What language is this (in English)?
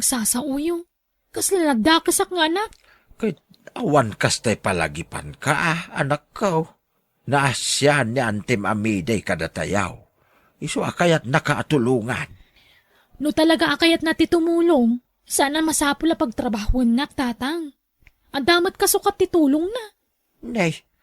Iloko